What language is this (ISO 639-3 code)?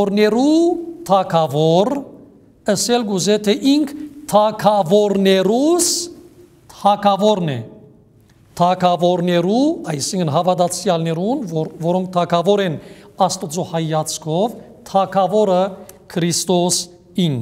hyw